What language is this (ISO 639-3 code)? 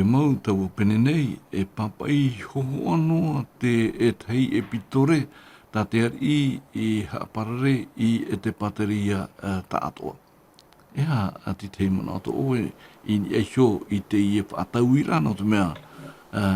tah